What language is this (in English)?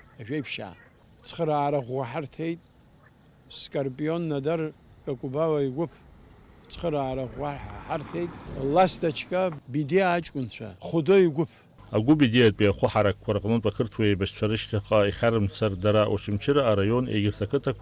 Abkhazian